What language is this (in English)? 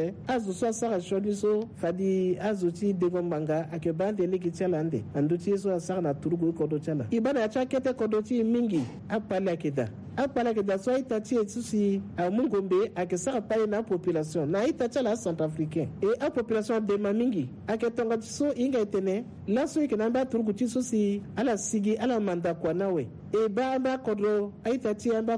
Sango